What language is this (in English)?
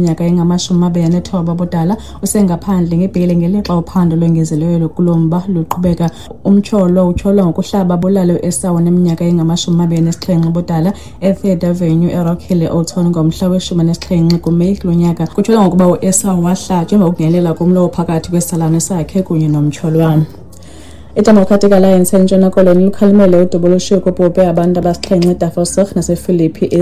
Xhosa